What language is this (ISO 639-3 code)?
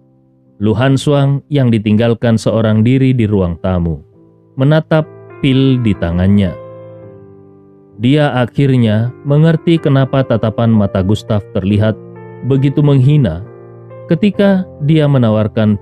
ind